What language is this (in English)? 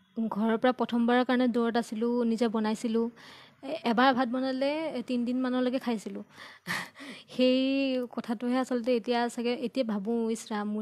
Assamese